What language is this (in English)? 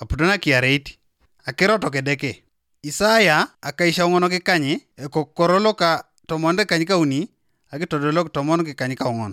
Teso